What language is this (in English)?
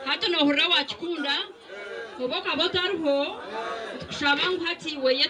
Nyankole